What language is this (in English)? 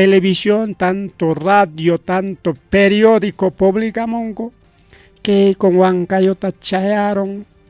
Ayacucho Quechua